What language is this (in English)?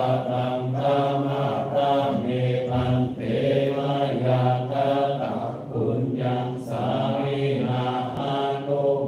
Pali